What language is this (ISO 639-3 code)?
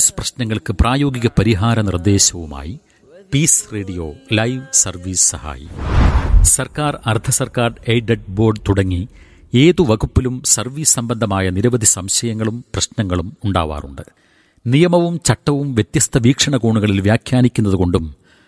mal